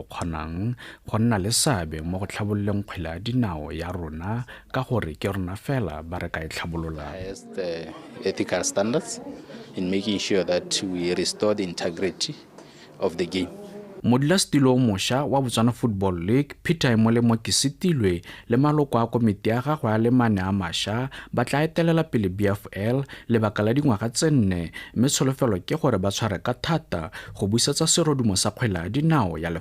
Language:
Tswana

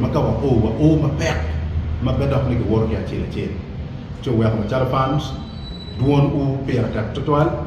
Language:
Acoli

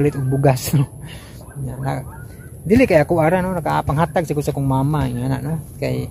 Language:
Cebuano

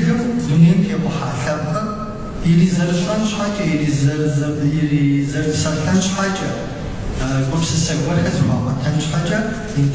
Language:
Kabardian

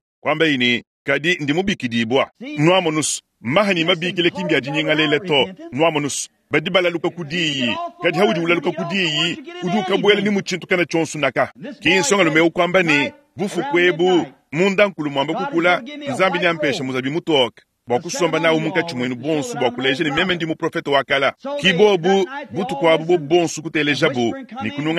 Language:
Luba-Lulua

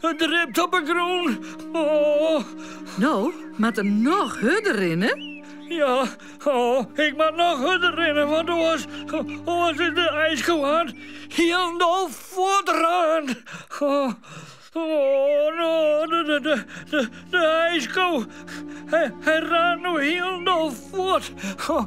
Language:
Western Frisian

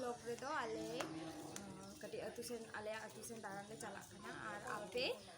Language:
Santali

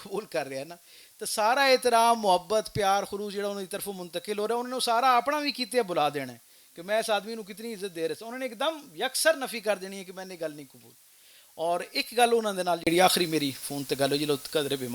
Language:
Western Panjabi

